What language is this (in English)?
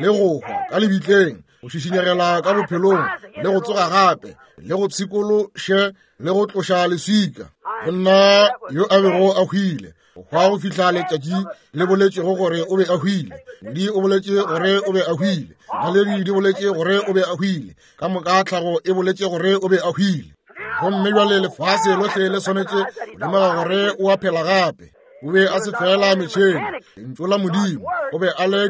Northern Sotho